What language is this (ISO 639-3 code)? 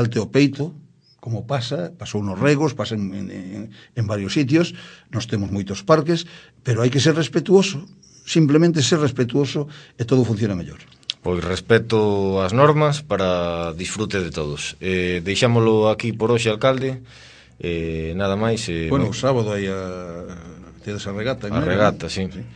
glg